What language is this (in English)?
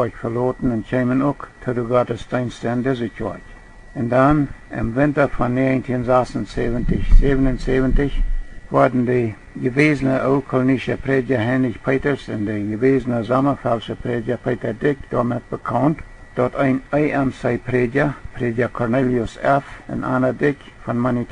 Plautdietsch